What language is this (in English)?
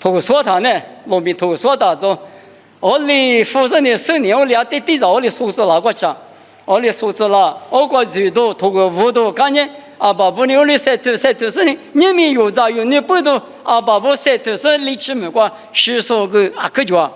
Lisu